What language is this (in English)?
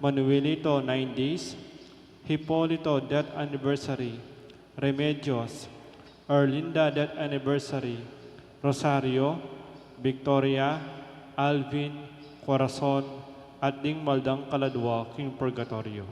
Pampanga